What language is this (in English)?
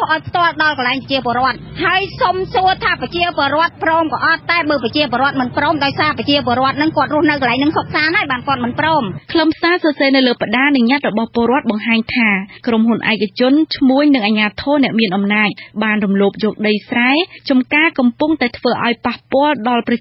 Khmer